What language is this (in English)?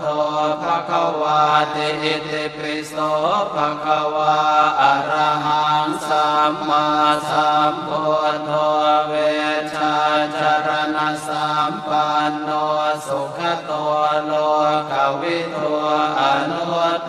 Pali